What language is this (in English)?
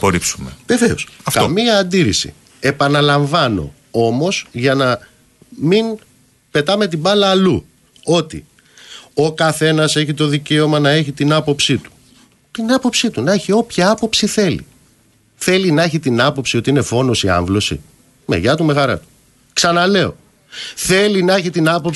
Greek